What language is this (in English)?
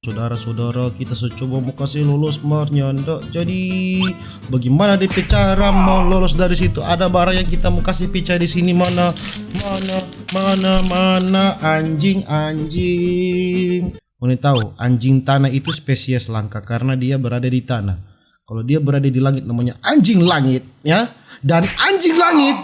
Manado Malay